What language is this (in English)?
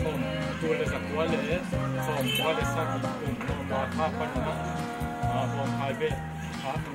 Tedim Chin